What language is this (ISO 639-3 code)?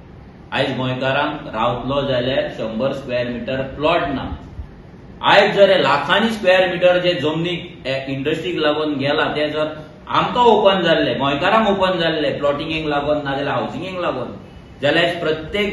kok